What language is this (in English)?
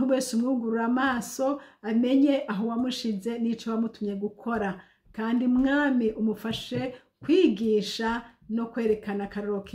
Rundi